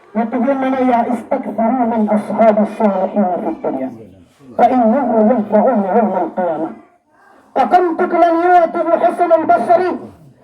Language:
Maranao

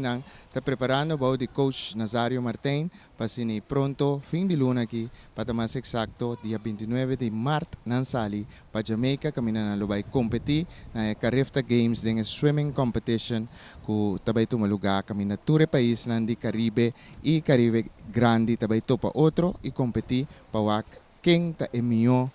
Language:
Papiamento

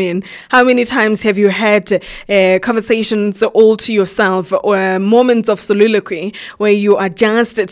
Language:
English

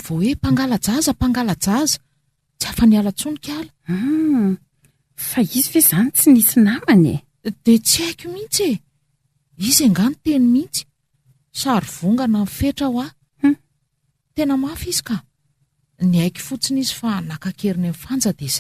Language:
Malagasy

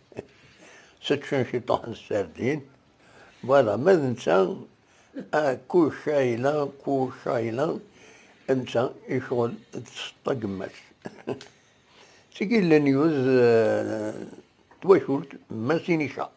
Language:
Kabyle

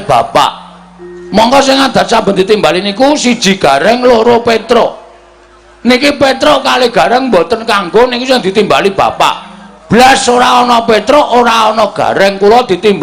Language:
Javanese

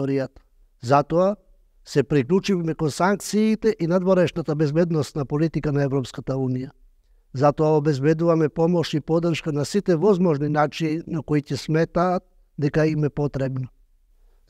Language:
Macedonian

